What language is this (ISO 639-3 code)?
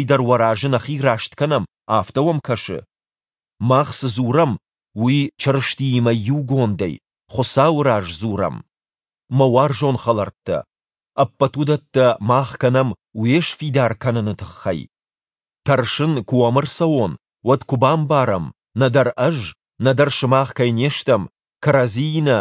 oss